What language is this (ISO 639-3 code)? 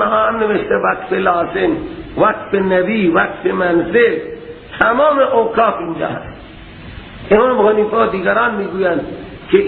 fas